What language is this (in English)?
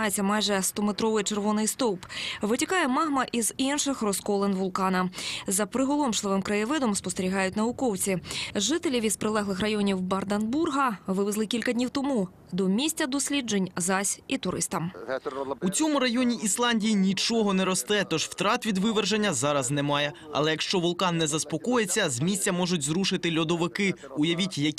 Ukrainian